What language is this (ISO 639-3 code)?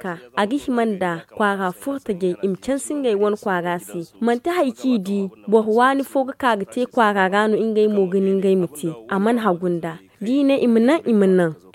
dje